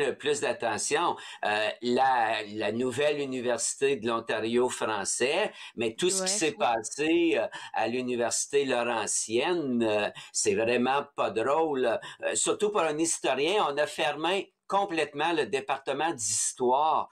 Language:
French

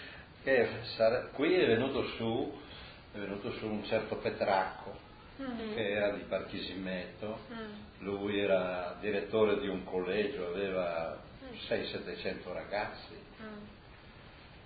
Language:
Italian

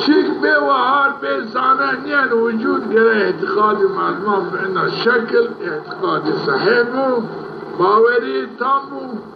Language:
Zaza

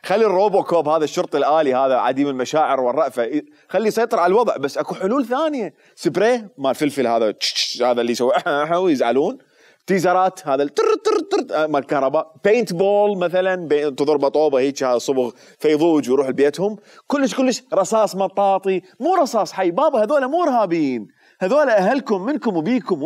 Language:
Mesopotamian Arabic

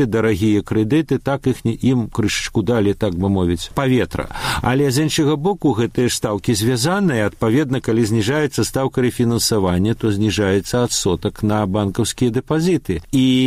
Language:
Belarusian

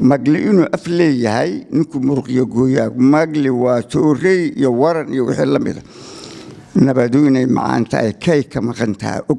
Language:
Somali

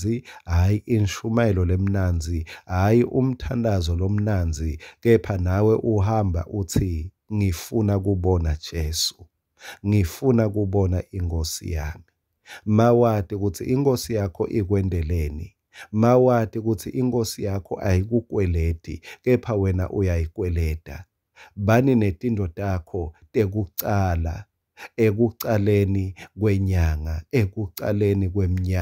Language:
Swati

